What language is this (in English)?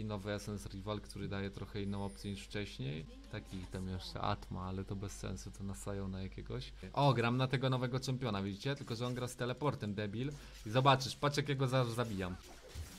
Polish